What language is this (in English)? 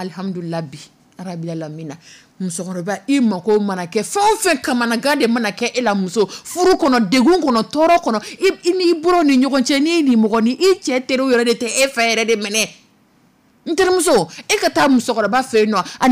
Dyula